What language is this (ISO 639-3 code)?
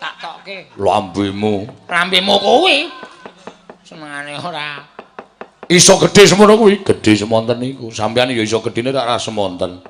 jav